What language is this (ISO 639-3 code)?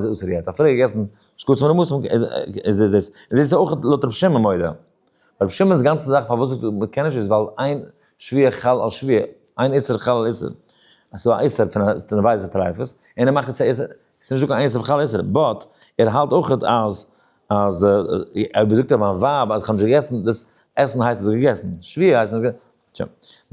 yid